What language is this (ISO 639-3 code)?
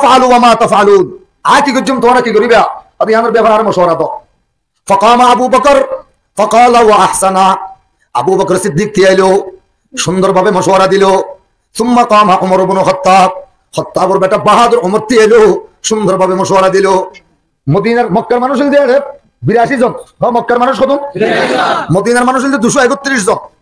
rhg